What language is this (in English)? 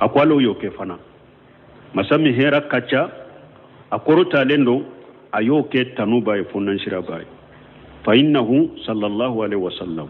Bambara